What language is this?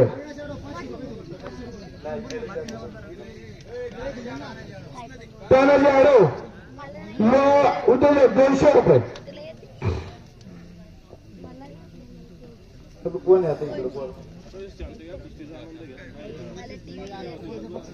Marathi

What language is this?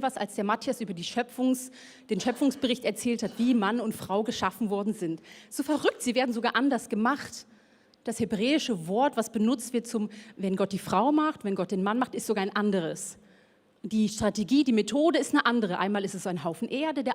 Swiss German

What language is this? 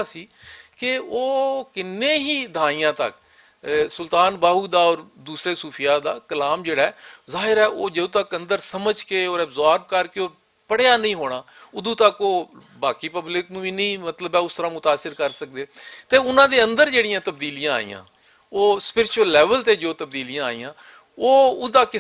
Western Panjabi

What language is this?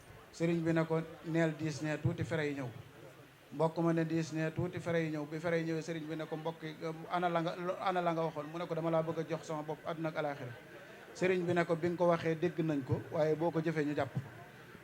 Wolof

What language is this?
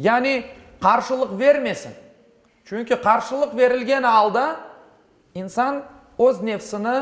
Crimean Tatar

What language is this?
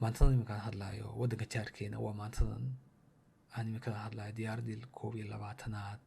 Somali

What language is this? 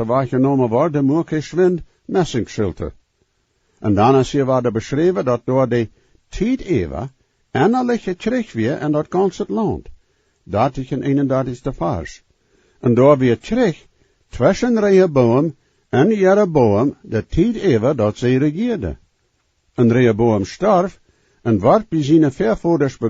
Plautdietsch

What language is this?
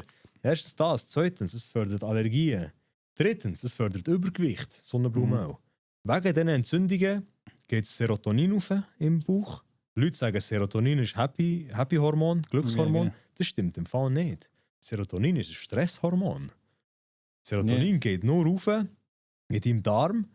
Swiss German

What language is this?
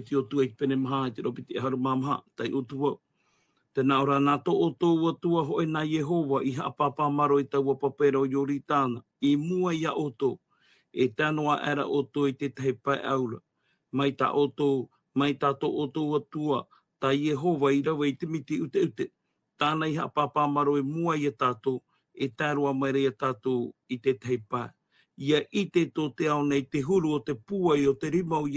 Tahitian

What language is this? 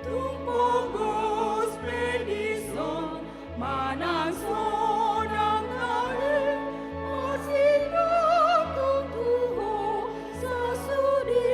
Batak Toba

